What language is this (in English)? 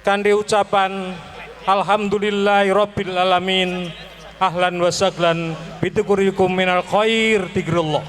Javanese